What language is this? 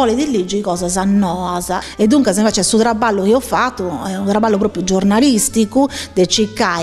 Sardinian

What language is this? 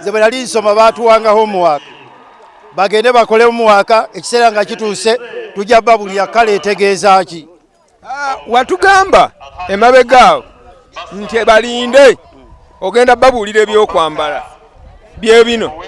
Ganda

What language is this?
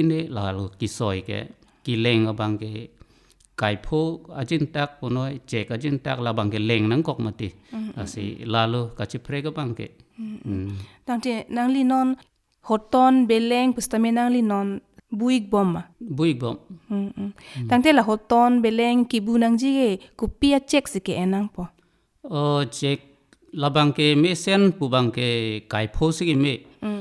Karbi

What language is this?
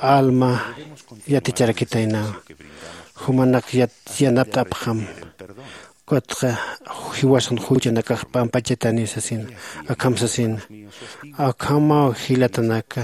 Aymara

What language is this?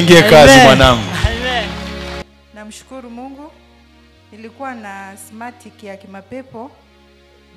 Swahili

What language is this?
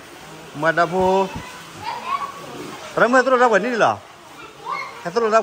S'gaw Karen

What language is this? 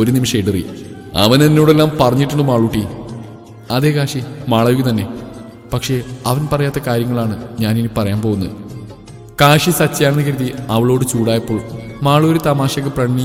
Malayalam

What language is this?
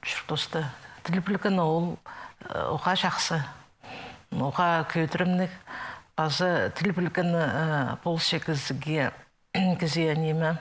Khakas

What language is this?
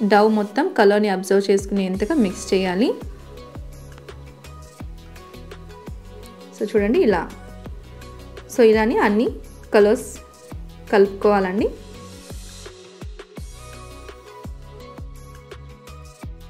Telugu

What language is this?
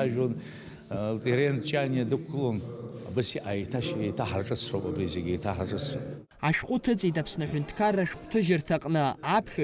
Abkhazian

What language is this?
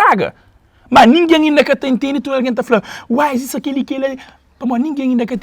Kabuverdianu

